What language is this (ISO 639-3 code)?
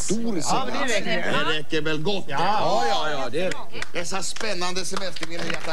swe